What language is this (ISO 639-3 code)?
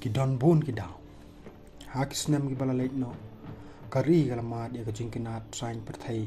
kha